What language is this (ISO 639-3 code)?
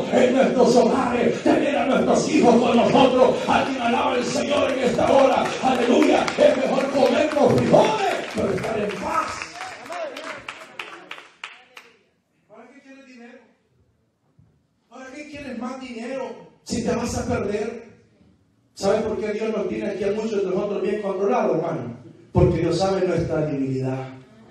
spa